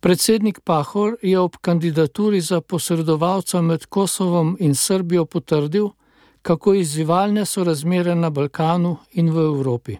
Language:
Slovenian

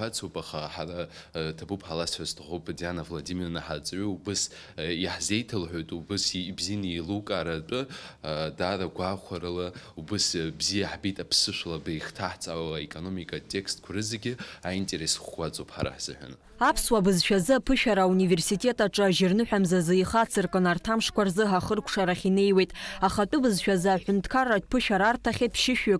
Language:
Abkhazian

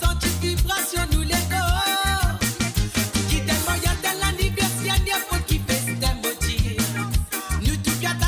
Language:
Morisyen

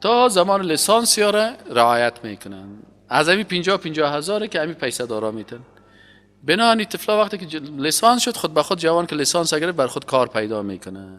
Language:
Persian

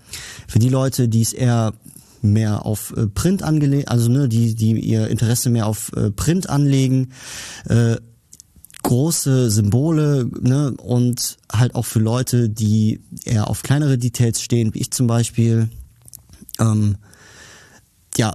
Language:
German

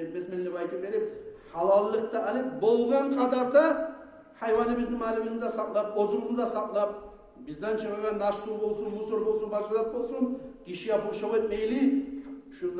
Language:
Kumyk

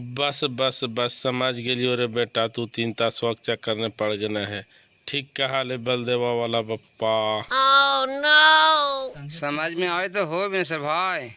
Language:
Magahi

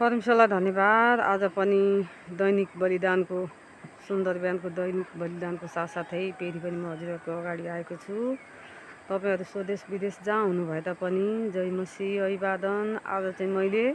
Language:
Nepali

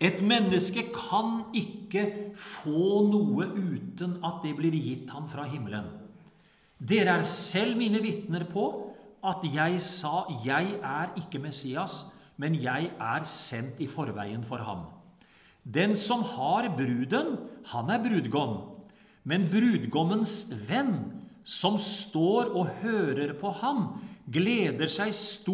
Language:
Norwegian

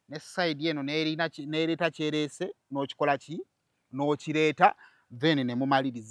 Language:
Ganda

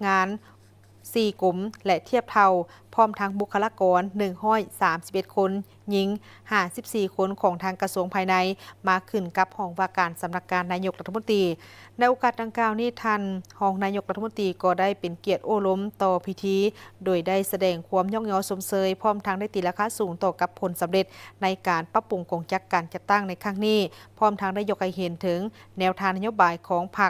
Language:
Lao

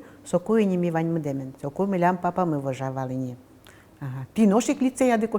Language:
Udmurt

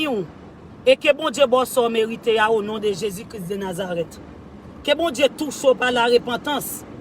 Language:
Haitian Creole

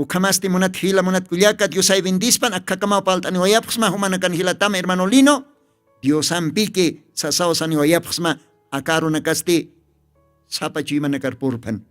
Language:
Aymara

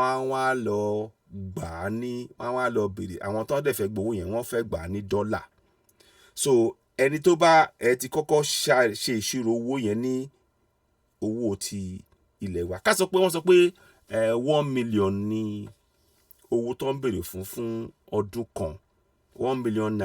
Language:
Yoruba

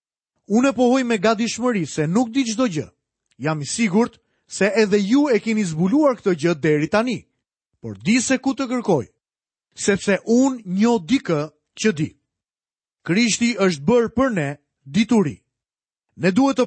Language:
Albanian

